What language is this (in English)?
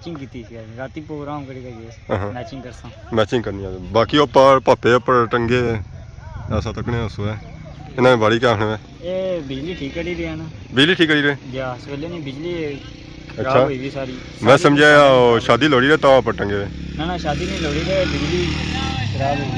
Pahari-Potwari